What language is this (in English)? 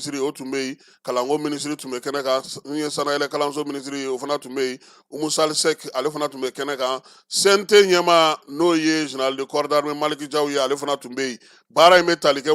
Bambara